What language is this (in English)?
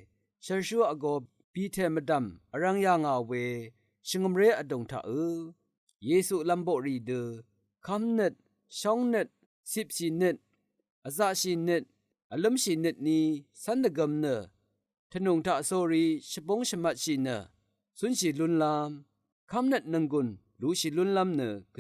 Rawang